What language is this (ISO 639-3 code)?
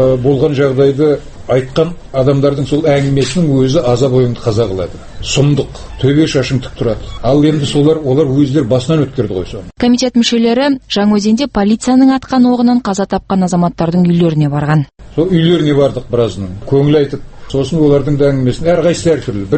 kaz